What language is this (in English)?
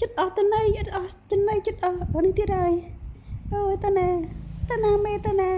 Khmer